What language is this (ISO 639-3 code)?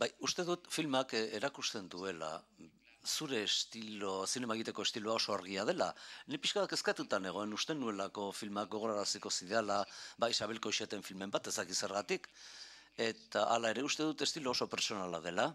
eus